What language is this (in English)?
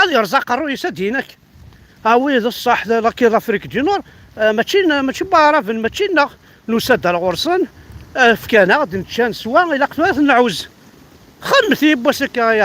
Kabyle